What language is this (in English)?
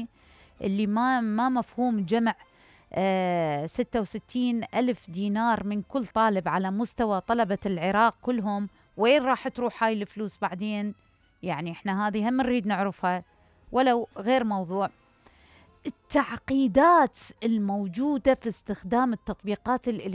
Mesopotamian Arabic